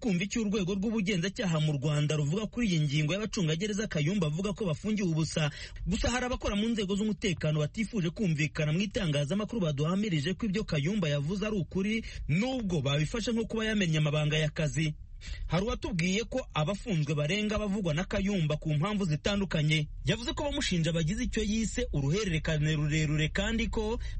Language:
Kinyarwanda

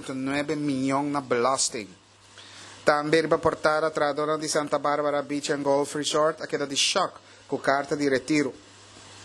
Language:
Papiamento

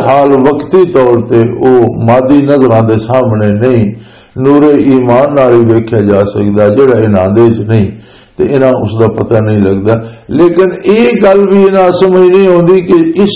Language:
Western Panjabi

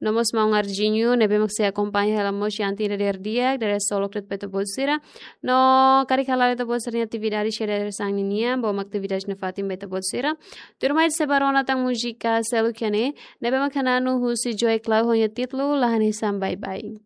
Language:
Tetum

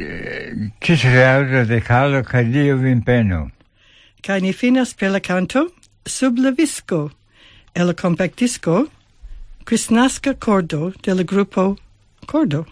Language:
Esperanto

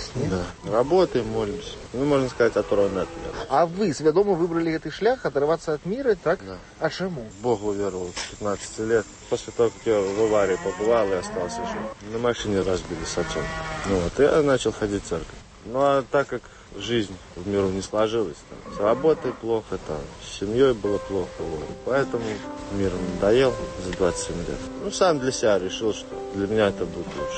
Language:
Belarusian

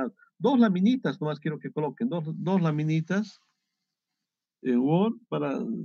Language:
Spanish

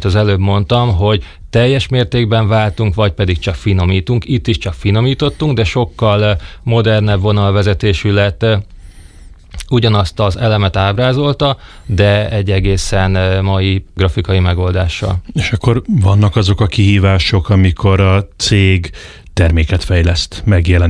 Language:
Hungarian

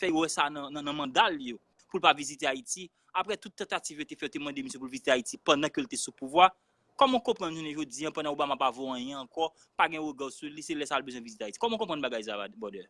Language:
Haitian Creole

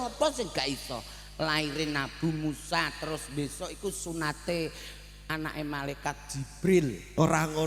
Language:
Javanese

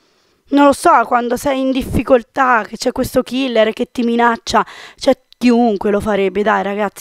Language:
Italian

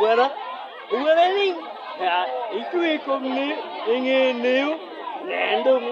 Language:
Acoli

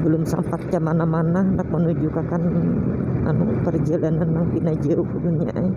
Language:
Banjar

